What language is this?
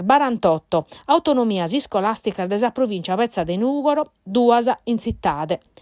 Sardinian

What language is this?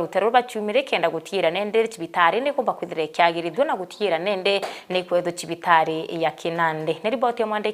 Meru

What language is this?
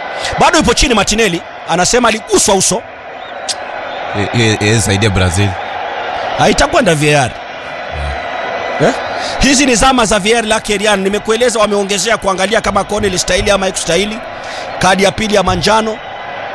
Swahili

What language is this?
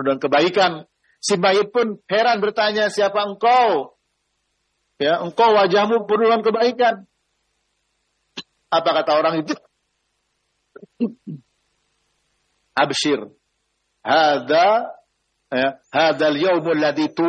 Indonesian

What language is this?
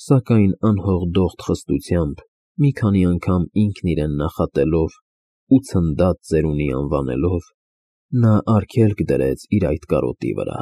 Armenian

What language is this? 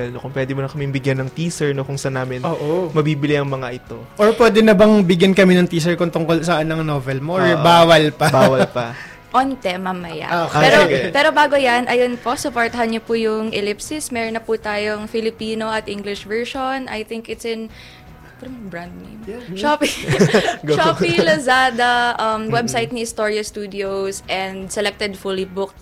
Filipino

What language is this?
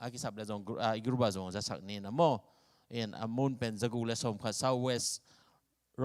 Tedim Chin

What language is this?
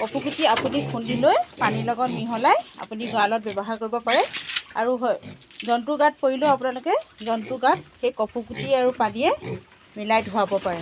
Assamese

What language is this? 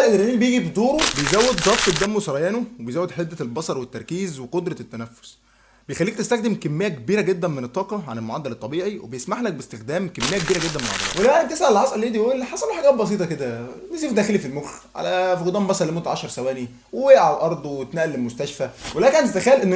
Egyptian Arabic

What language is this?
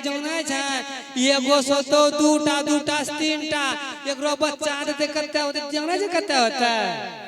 Maithili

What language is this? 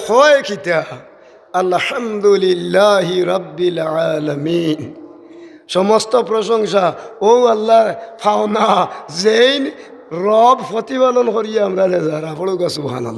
Sylheti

